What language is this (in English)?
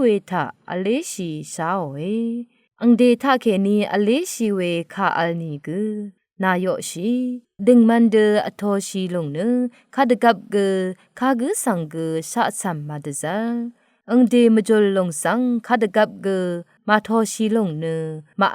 Rawang